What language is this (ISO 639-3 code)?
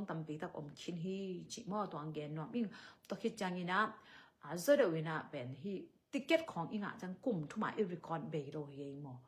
ctd